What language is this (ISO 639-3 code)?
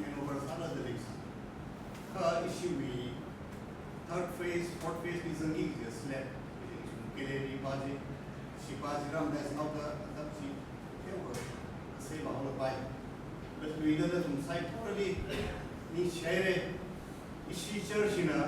nmf